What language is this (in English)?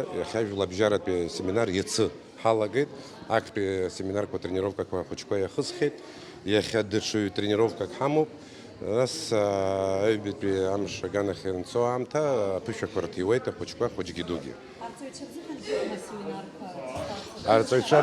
Abkhazian